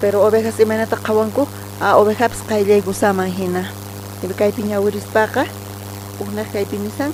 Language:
South Bolivian Quechua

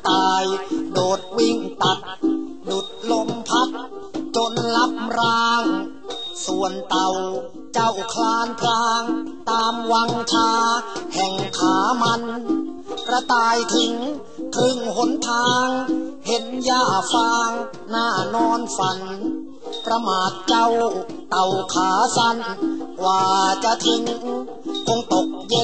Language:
Thai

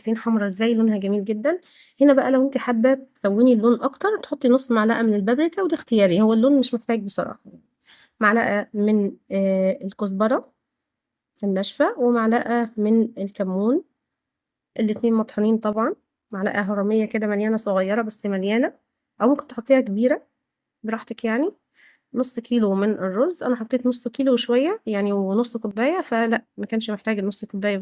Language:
Egyptian Arabic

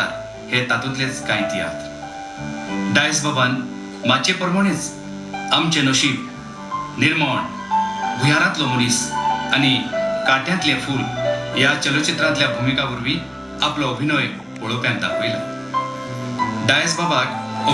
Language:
Konkani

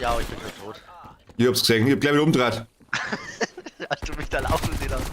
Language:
Bavarian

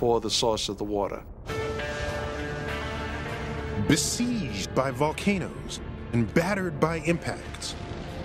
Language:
English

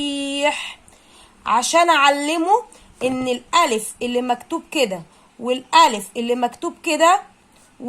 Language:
Egyptian Arabic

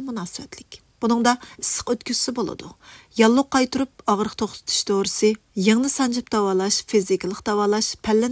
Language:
Uyghur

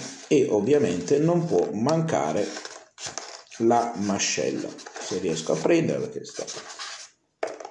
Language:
Italian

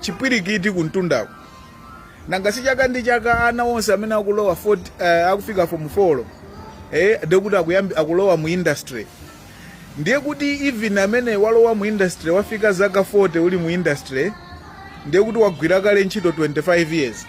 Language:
Nyanja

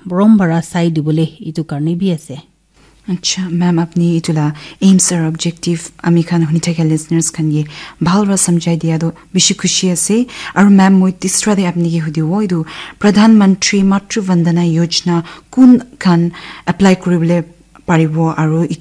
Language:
Naga Pidgin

